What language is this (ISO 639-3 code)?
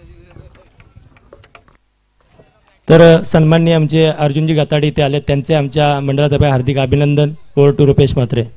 mar